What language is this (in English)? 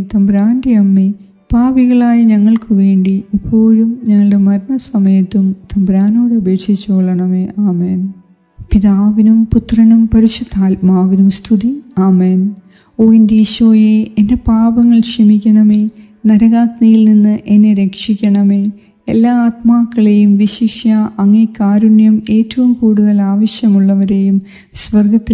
Malayalam